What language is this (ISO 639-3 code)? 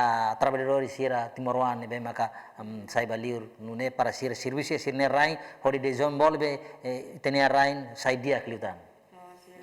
tet